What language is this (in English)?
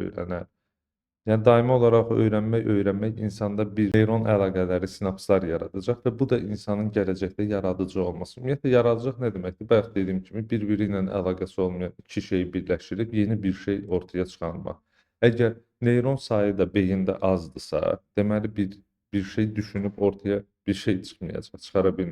Azerbaijani